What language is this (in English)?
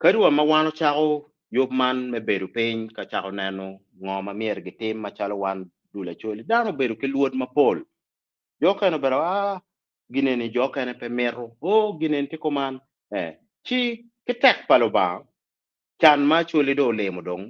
Acoli